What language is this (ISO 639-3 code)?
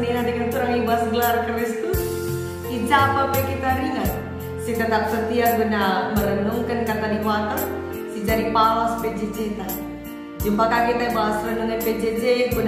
btx